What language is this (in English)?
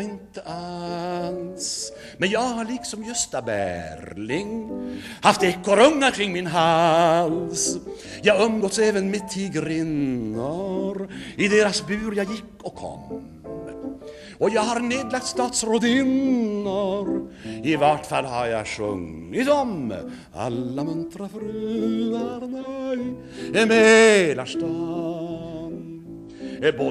Swedish